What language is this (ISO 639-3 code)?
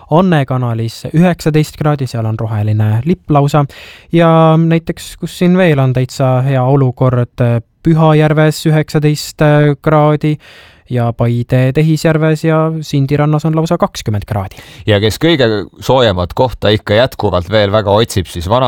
est